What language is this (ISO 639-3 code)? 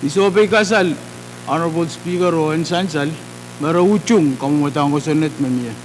pon